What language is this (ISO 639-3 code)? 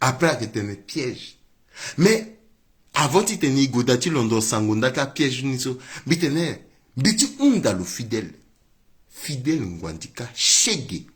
sag